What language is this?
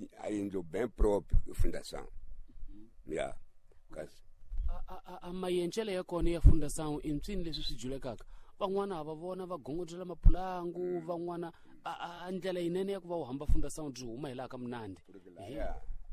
Tsonga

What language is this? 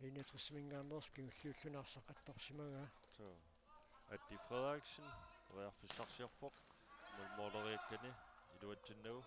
Kalaallisut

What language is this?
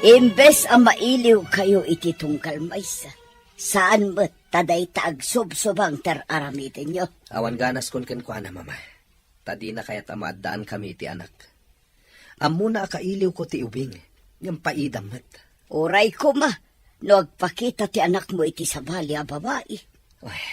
Iloko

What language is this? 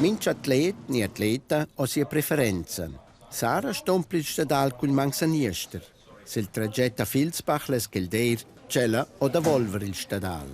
Romansh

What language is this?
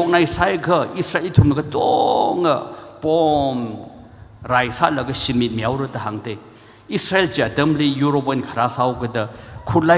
Tangkhul Naga (India)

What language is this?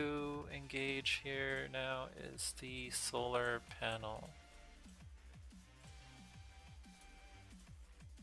English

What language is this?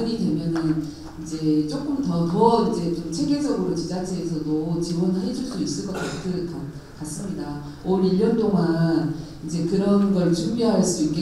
Korean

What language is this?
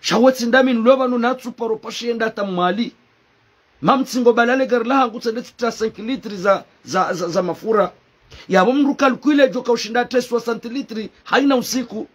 Ngazidja Comorian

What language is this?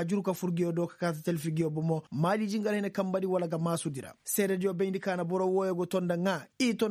Koyraboro Senni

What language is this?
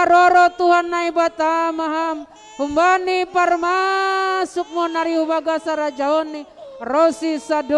Batak Simalungun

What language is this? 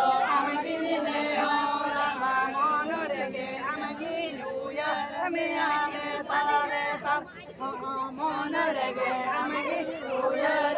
Santali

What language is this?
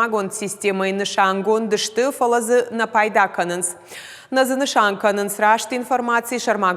Ossetic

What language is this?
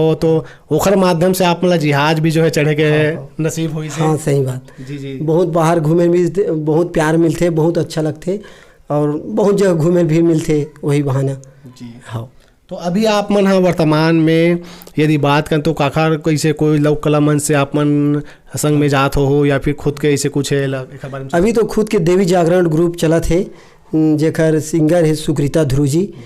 Chhattisgarhi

